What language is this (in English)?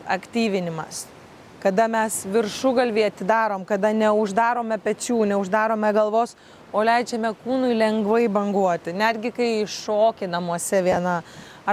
Lithuanian